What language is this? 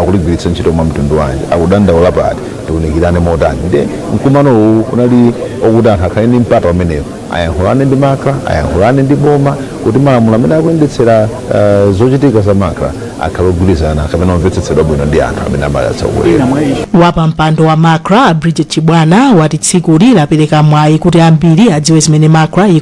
Nyanja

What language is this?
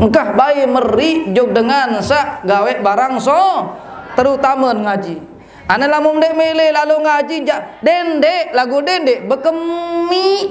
Sasak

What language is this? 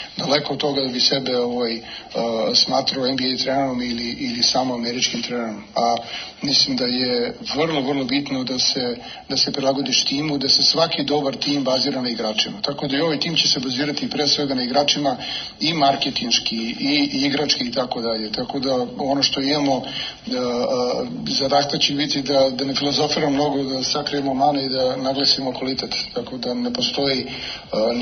Serbian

